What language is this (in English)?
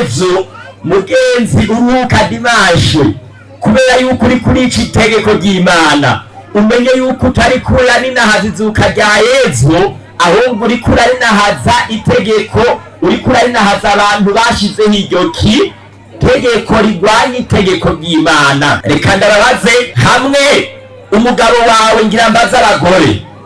Rundi